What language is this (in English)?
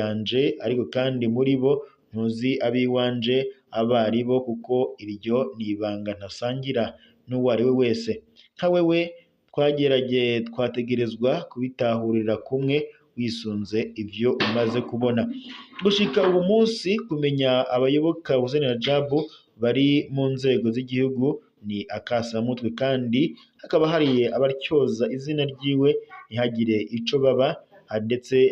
Rundi